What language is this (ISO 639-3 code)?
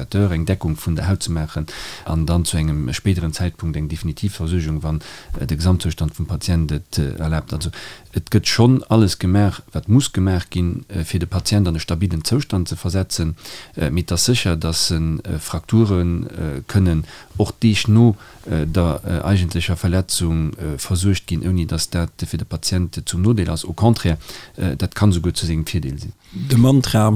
ltz